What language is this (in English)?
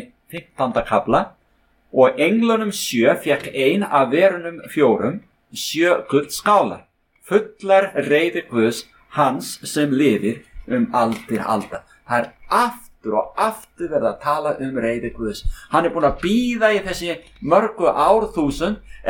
Icelandic